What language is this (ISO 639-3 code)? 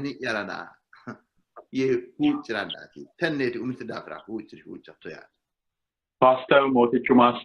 sid